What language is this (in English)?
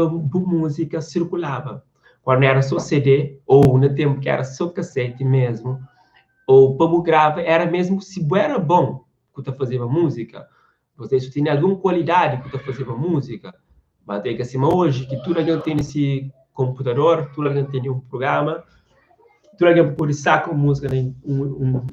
Kabuverdianu